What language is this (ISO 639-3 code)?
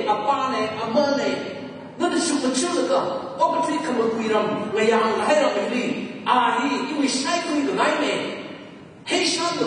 nmf